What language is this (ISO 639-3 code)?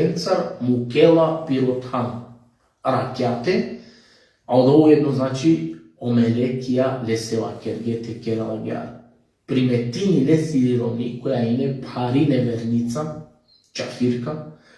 rmn